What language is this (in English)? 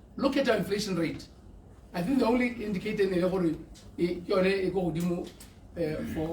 Tswana